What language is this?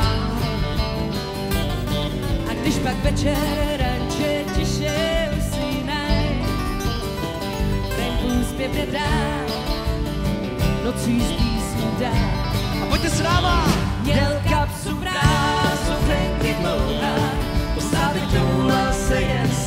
Czech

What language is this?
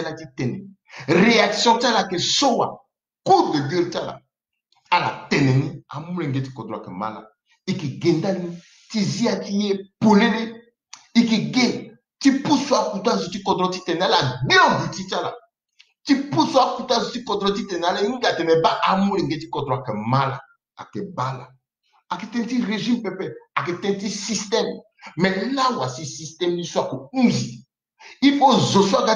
Sango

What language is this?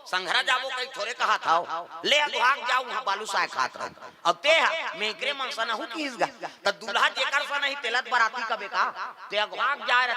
Chhattisgarhi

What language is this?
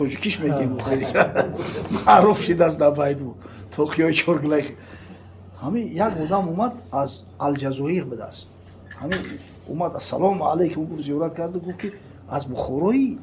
Tajik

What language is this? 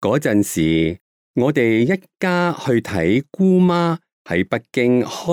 Cantonese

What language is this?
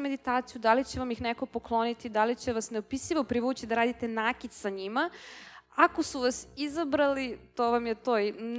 Serbian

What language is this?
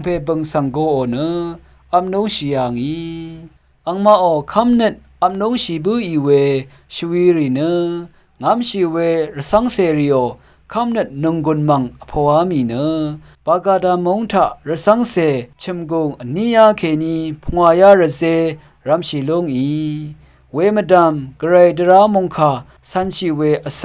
Rawang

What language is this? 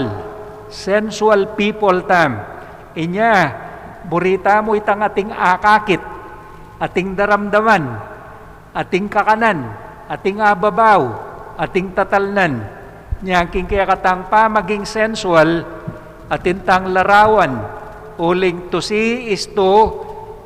Pampanga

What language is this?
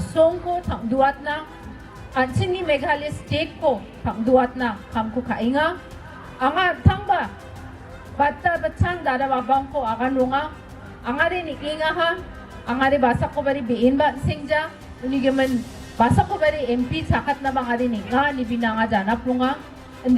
Garo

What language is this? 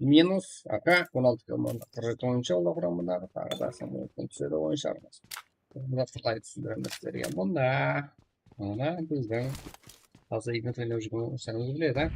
Kara-Kalpak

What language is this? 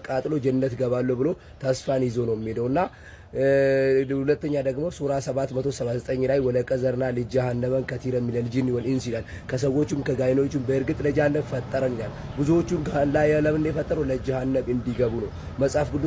Amharic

